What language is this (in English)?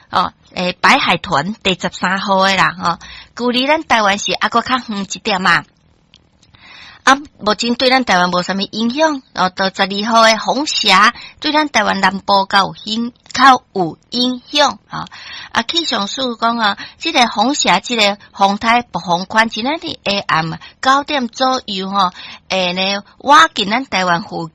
Min Nan Chinese